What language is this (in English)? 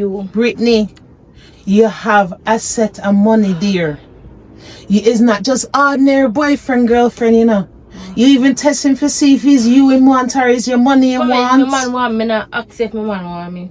Jamaican Creole English